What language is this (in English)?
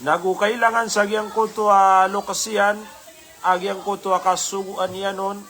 Maranao